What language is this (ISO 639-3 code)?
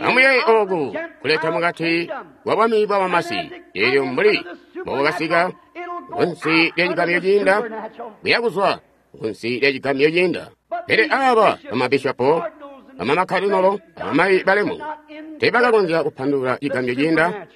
toi